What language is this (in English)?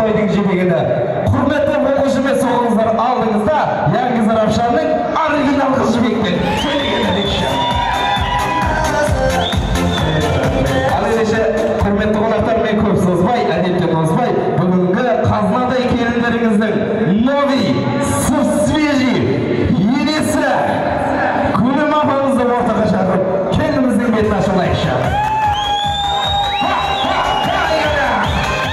Kazakh